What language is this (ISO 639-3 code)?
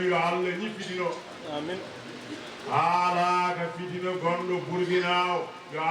ful